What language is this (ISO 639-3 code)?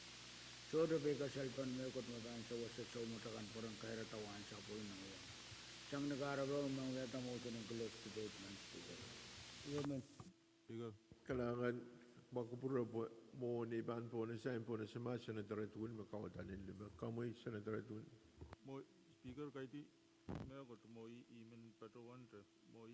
pon